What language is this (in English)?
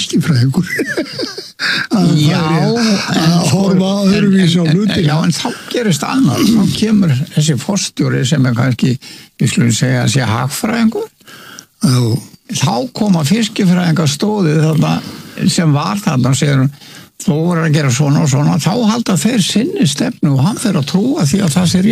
Icelandic